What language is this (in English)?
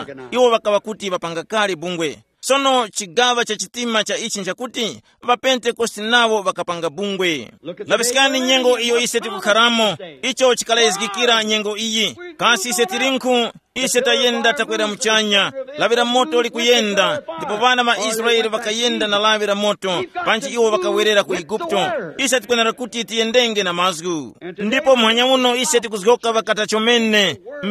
Tumbuka